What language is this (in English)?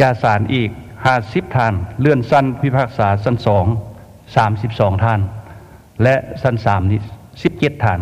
Lao